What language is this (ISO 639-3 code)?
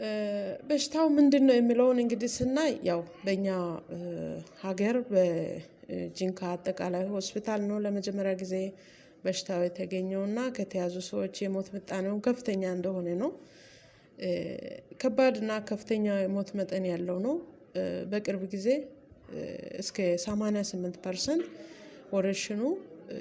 amh